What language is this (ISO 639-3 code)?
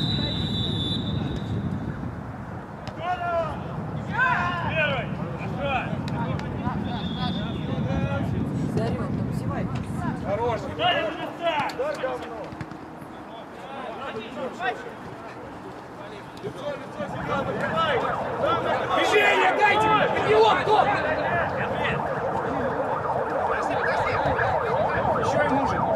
rus